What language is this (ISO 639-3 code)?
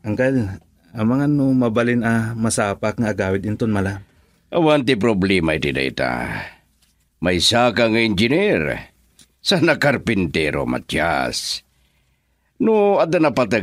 ilo